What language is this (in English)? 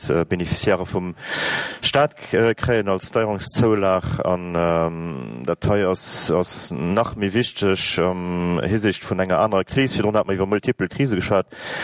Luxembourgish